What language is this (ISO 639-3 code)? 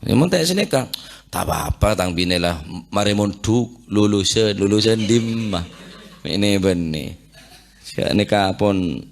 mad